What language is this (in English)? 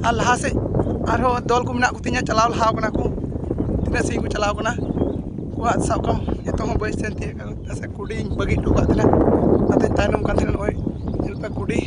Santali